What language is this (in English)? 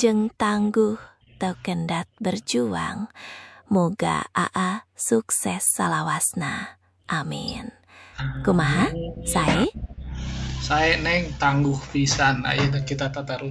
Sundanese